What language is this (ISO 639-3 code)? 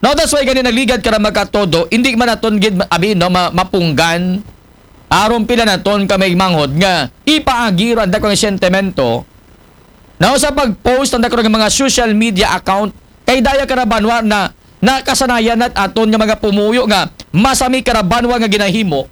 akl